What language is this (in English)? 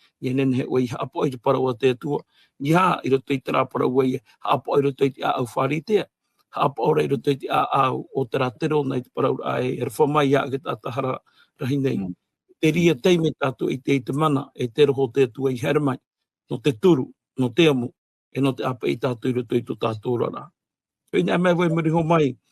Tahitian